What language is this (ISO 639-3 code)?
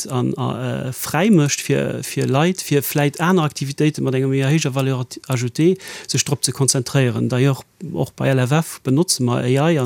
ltz